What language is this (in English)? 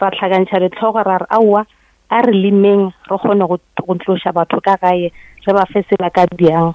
Northern Sotho